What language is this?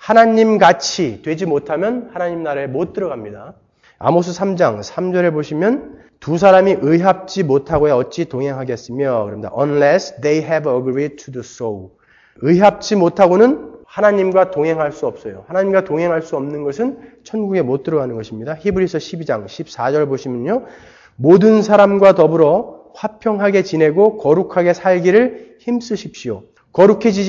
Korean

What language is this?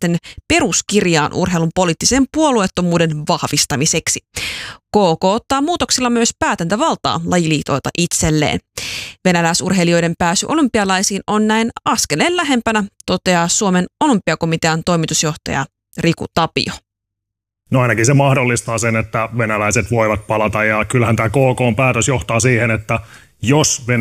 Finnish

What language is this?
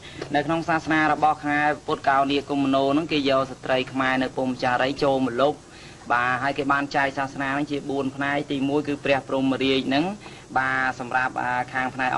Khmer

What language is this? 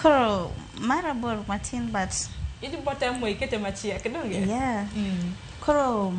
Luo (Kenya and Tanzania)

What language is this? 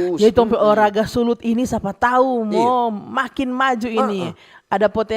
Manado Malay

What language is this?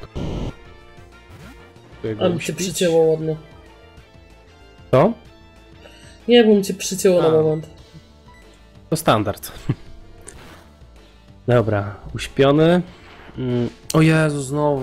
Polish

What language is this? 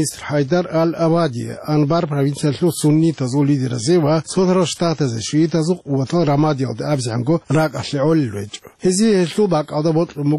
Avaric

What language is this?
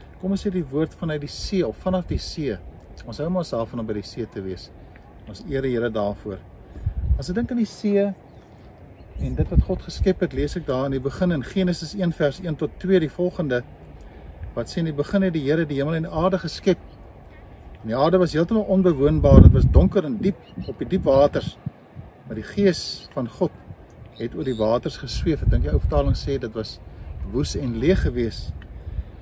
Afrikaans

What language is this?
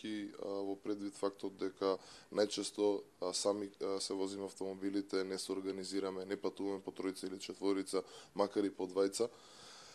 Macedonian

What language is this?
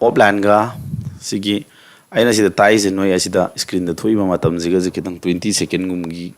Manipuri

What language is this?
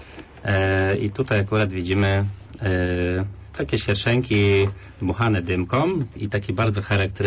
Polish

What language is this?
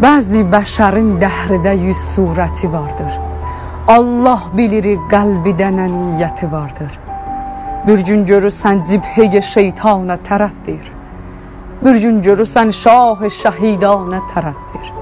South Azerbaijani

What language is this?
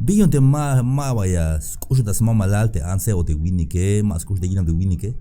Tzeltal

